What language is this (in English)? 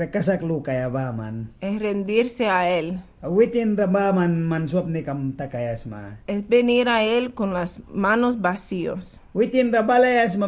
Mískito